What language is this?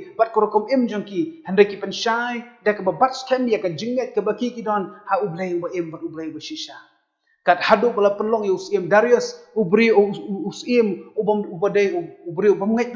Khasi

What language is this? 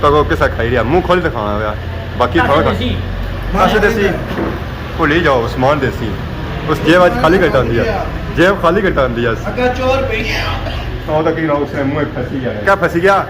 Pahari-Potwari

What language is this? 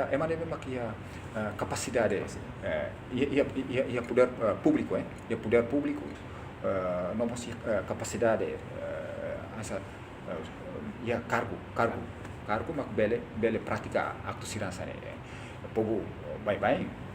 Tetum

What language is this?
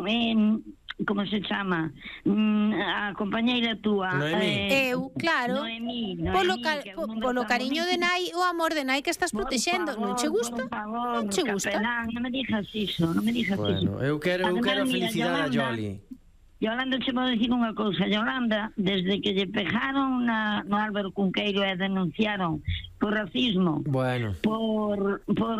Galician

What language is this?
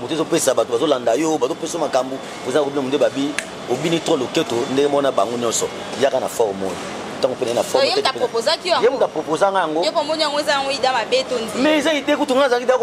Lingala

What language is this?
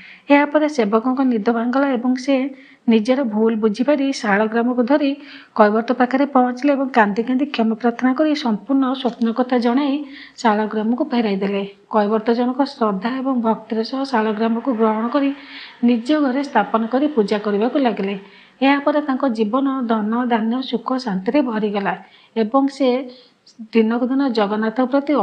Odia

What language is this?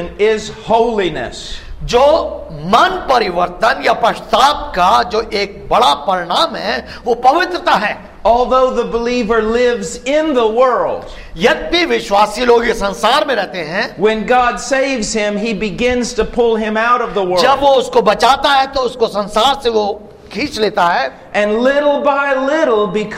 Hindi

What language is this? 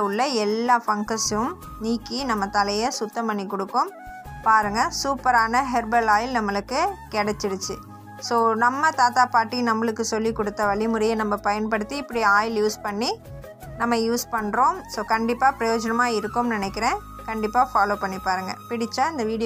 Tamil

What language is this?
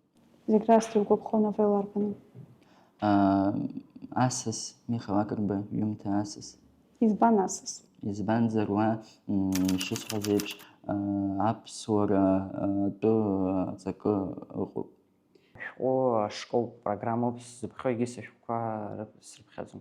Abkhazian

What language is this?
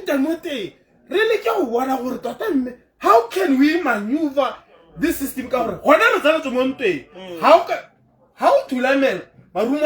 Tswana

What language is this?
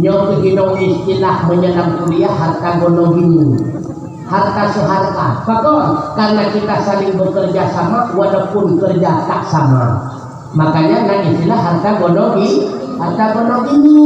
Achinese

